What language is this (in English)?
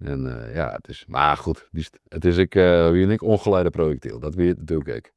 Western Frisian